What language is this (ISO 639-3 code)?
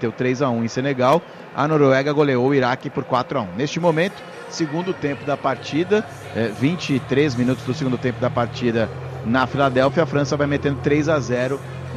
por